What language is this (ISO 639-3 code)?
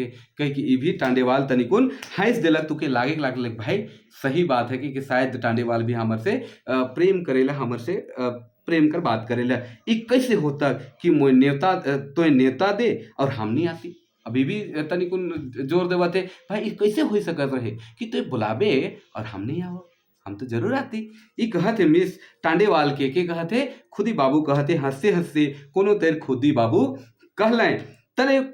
sck